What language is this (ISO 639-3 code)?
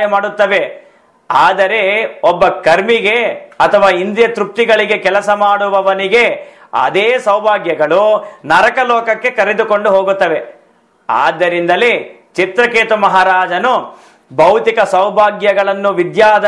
kan